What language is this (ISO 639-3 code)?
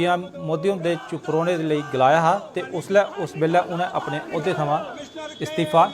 doi